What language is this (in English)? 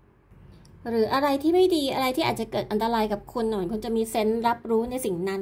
Thai